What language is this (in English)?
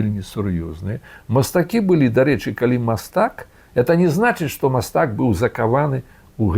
Belarusian